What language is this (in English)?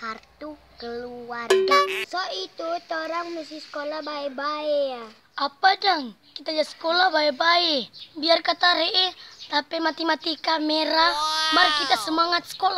Manado Malay